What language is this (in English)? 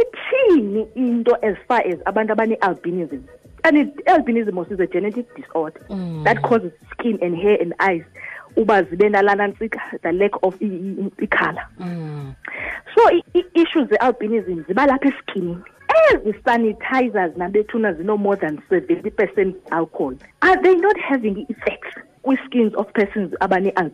Xhosa